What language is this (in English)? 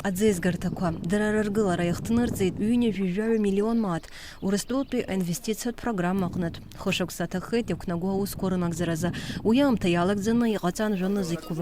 Abkhazian